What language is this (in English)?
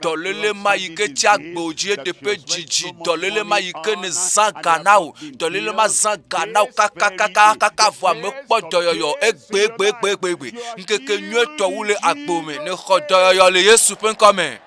Ewe